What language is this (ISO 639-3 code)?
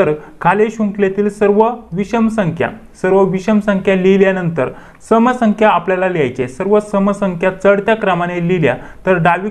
mar